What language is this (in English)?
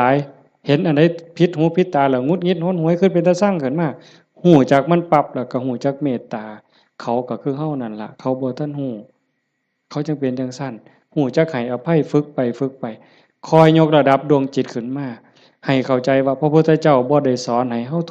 Northeastern Thai